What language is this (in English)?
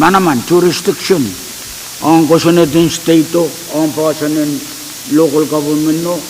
Pohnpeian